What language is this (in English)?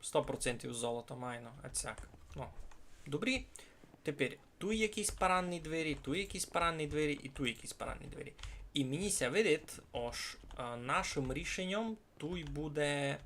Rusyn